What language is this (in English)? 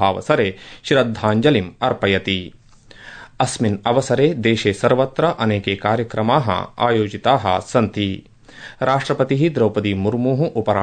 Sanskrit